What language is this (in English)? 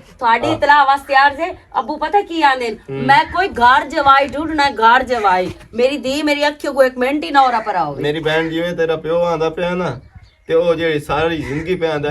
Western Panjabi